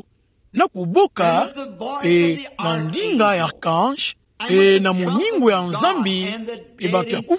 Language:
Kituba (Democratic Republic of Congo)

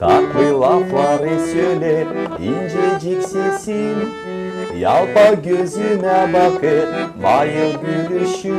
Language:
Gagauz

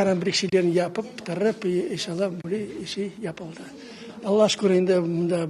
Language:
Crimean Tatar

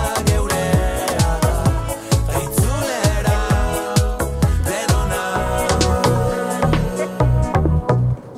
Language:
Basque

